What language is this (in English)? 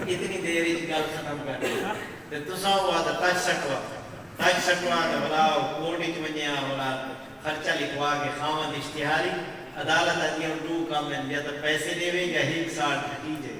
Saraiki